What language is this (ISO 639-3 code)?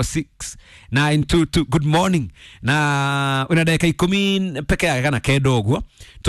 kik